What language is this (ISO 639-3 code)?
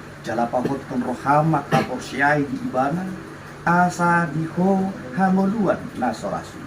bbc